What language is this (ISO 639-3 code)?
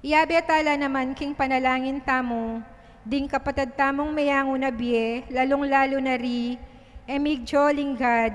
pam